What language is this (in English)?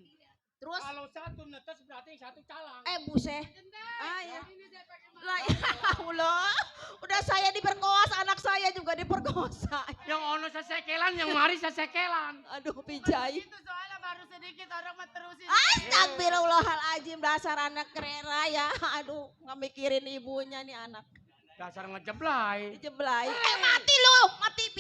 Betawi